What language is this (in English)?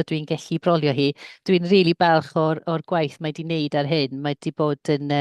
Welsh